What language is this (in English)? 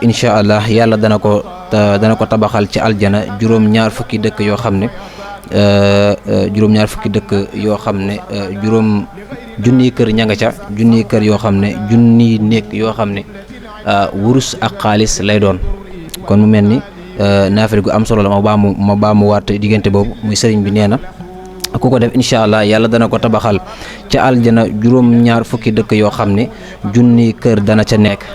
Wolof